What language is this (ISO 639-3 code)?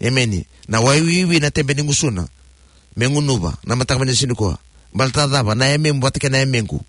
fij